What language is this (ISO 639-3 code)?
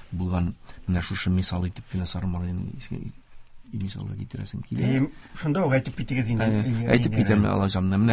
tat